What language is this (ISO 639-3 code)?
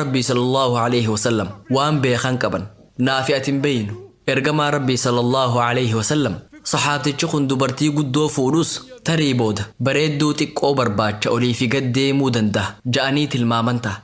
orm